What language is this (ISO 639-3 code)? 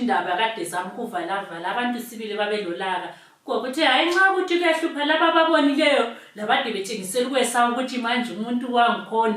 sna